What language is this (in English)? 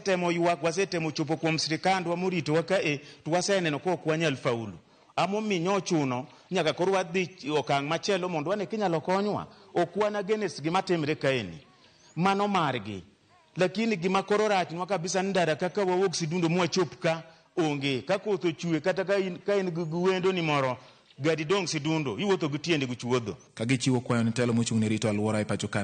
Luo (Kenya and Tanzania)